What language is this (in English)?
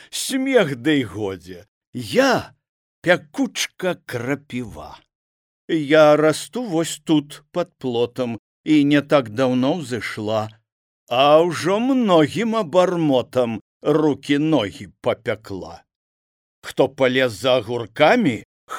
Belarusian